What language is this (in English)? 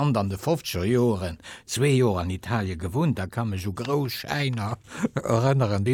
Luxembourgish